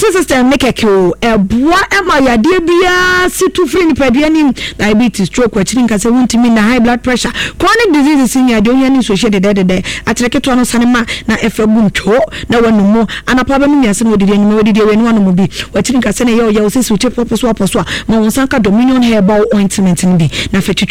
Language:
Akan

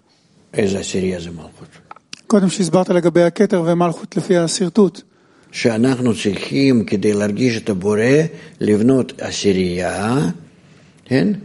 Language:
Hebrew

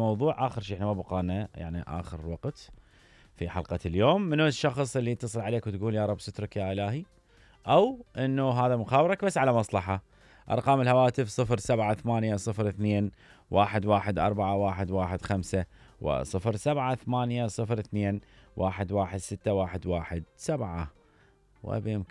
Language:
Mesopotamian Arabic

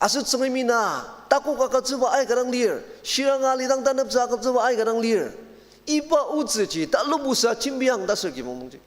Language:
Ao Naga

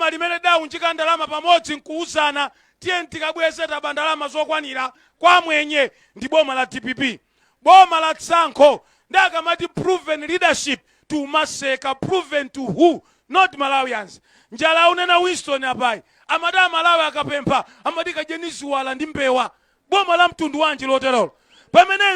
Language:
Nyanja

